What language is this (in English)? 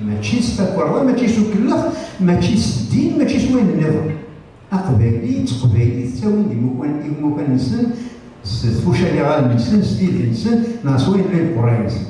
Kabyle